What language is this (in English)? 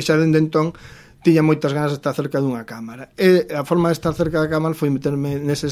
Galician